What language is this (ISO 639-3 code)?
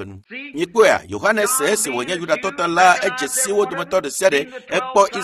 ewe